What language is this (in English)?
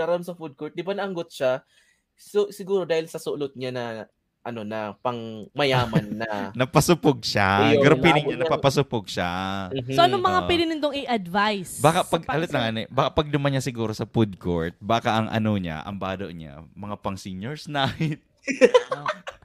Bikol